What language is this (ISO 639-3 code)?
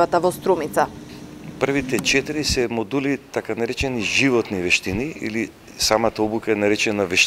mkd